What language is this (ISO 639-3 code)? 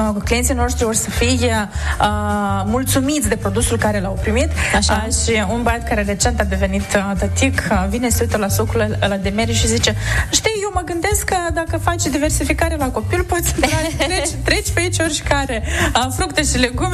ron